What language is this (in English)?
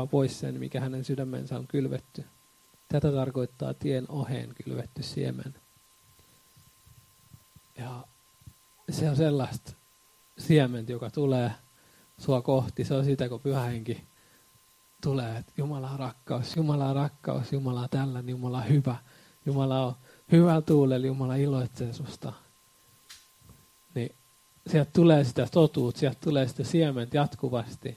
Finnish